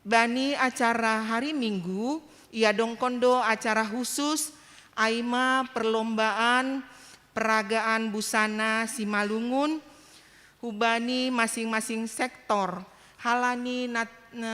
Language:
Batak Simalungun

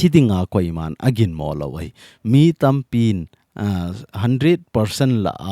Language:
Thado Chin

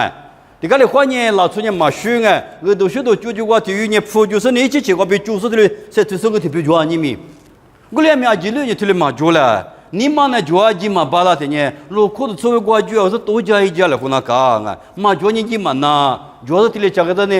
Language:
Lisu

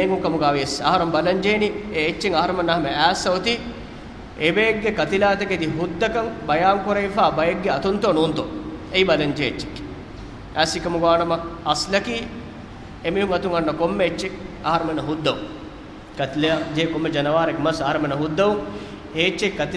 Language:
Divehi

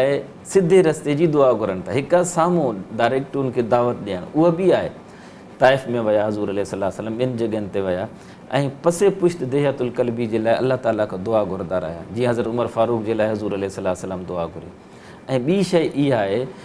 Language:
Sindhi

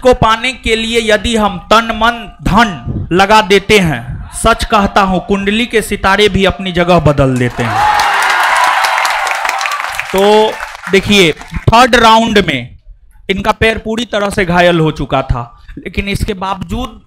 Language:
Hindi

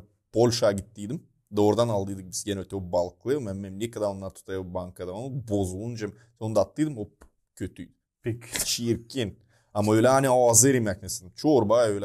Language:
Gagauz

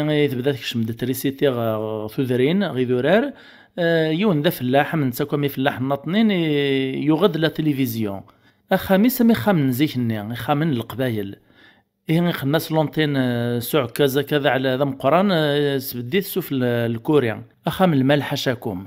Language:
Kabyle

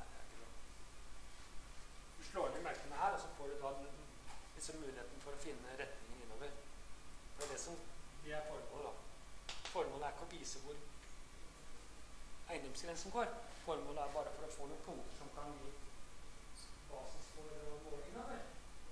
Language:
Norwegian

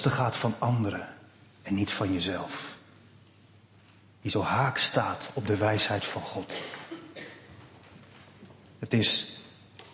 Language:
Dutch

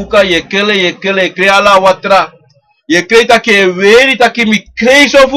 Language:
Sranan Tongo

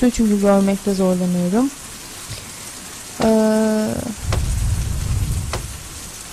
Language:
Turkish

